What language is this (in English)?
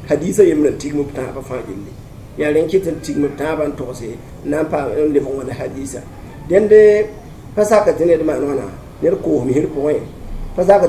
Mossi